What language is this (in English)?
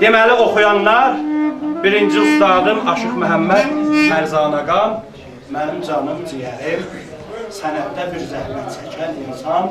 South Azerbaijani